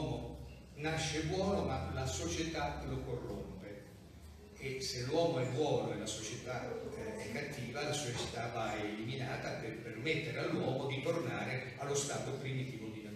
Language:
Italian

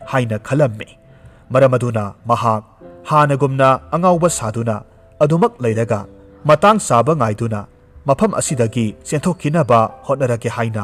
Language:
Manipuri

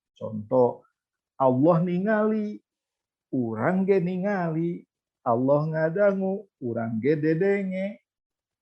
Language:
Sundanese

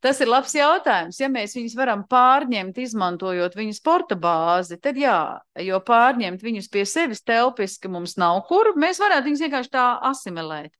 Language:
Latvian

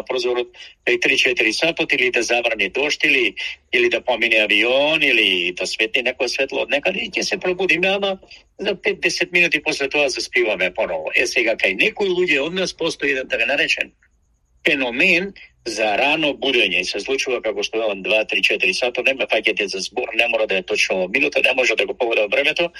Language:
Macedonian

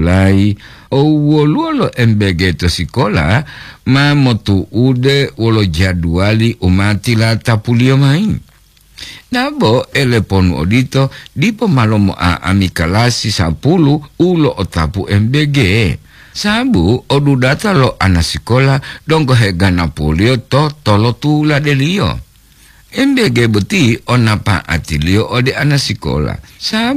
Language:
Gorontalo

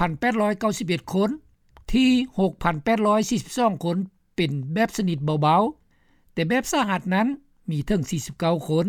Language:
Lao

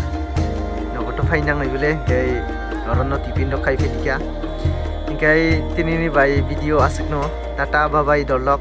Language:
Kok Borok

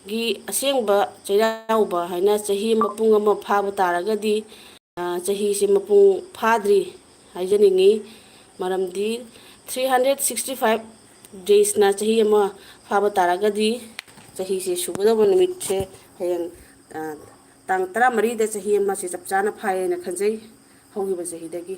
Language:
Manipuri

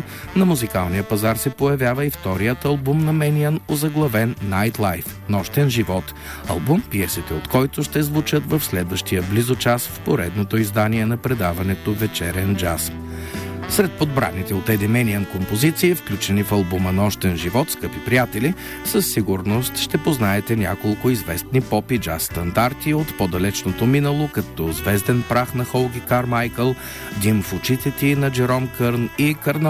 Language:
Bulgarian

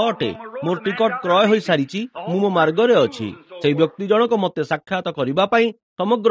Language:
Odia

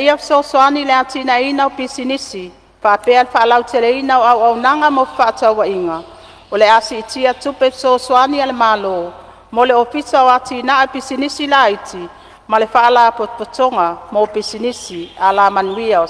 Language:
Samoan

